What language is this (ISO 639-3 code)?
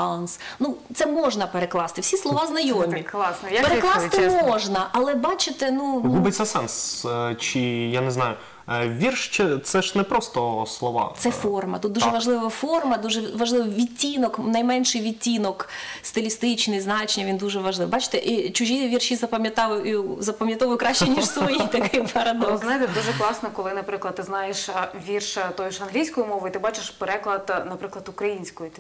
ukr